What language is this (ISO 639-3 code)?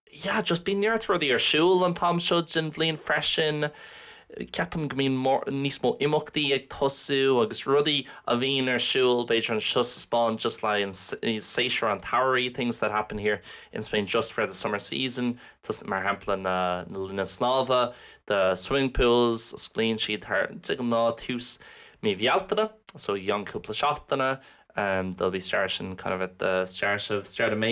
gle